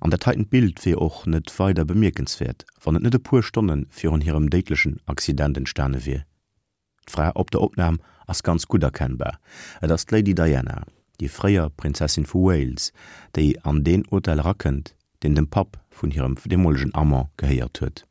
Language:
Luxembourgish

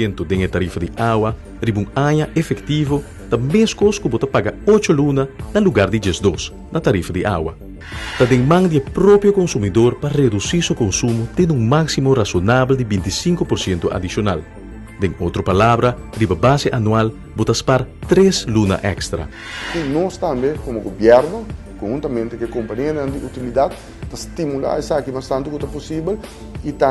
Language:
Papiamento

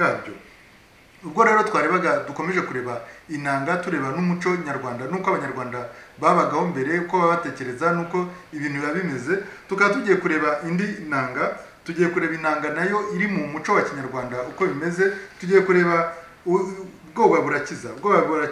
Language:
Kinyarwanda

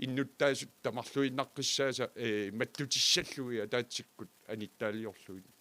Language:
Kalaallisut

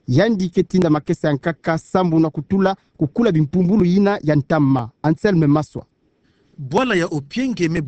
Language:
Kituba (Democratic Republic of Congo)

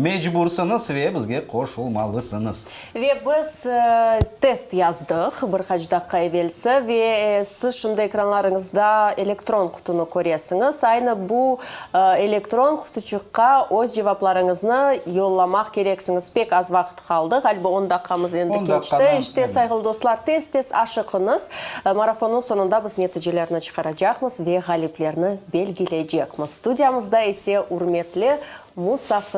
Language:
Crimean Tatar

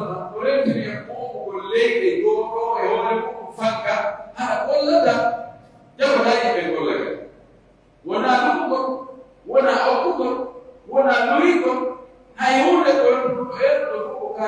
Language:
Pular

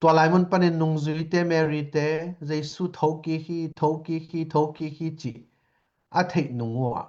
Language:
Tedim Chin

